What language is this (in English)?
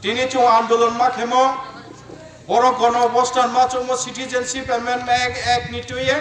Kok Borok